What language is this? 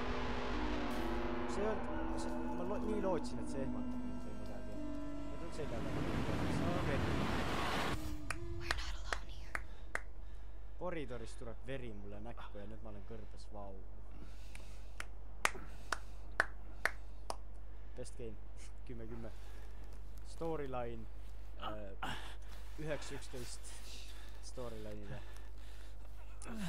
Estonian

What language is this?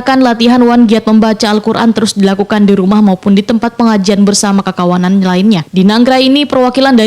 Banjar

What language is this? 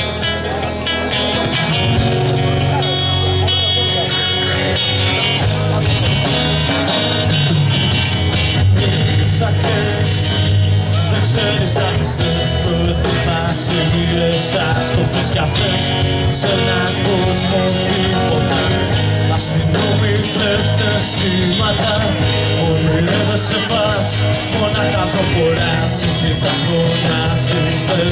Greek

